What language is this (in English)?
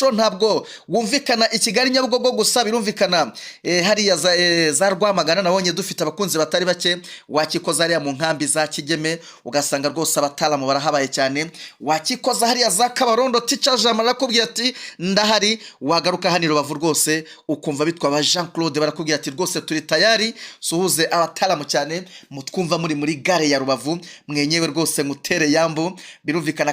Kinyarwanda